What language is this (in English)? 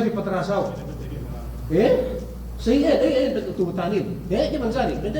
Yakan